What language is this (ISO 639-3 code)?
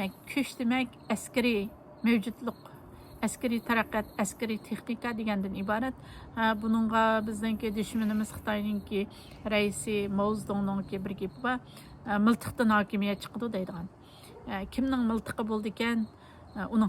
uig